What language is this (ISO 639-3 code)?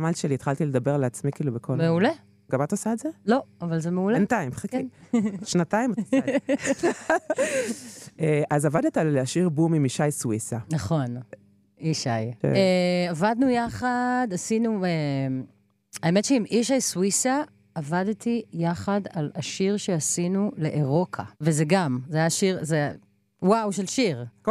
heb